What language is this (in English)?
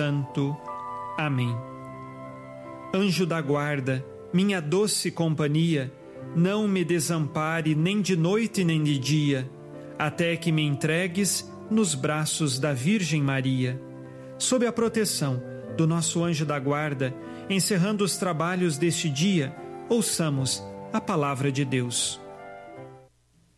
Portuguese